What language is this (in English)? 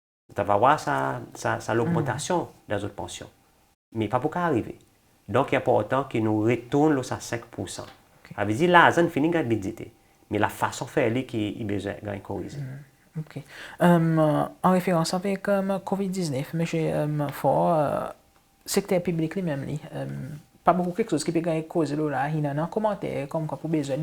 Seselwa Creole French